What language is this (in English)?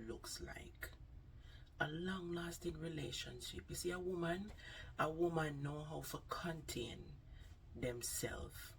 Jamaican Creole English